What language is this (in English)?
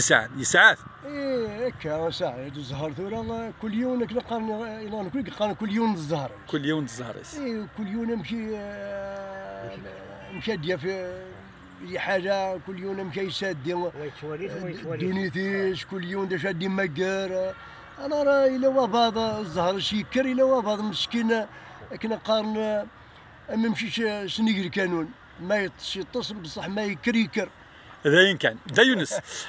Kabyle